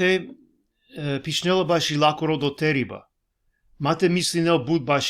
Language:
Balkan Romani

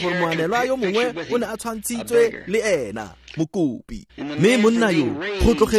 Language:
Tswana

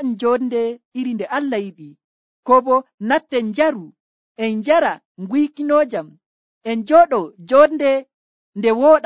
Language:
Nigerian Fulfulde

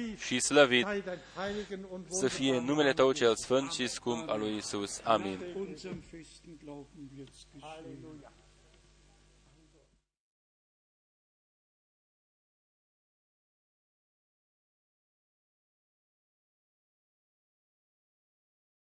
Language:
Romanian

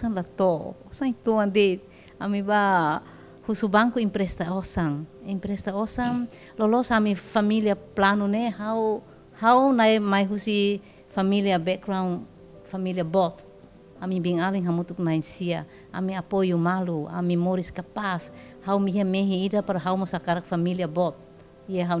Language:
Tetum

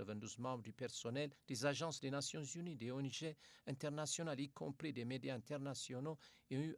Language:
French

